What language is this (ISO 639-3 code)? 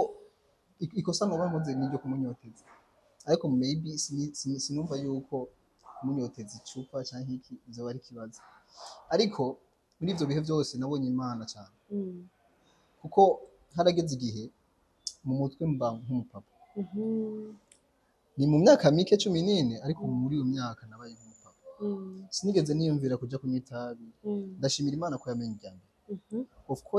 run